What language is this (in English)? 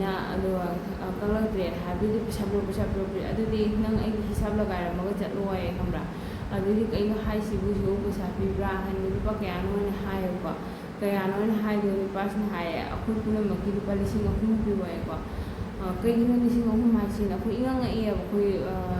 Manipuri